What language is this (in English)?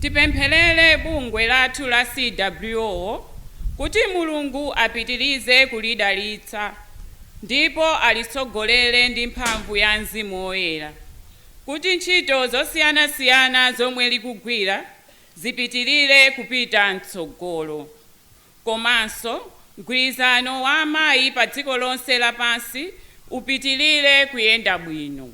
Nyanja